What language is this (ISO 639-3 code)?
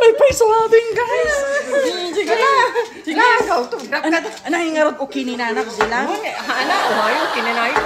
ilo